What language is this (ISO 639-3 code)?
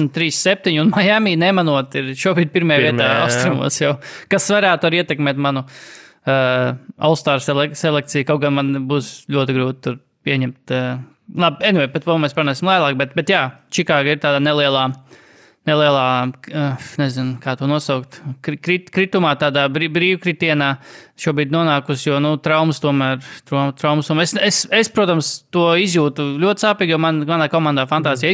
lav